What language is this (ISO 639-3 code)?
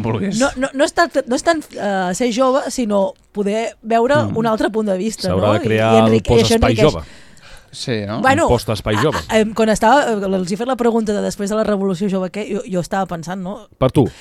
cat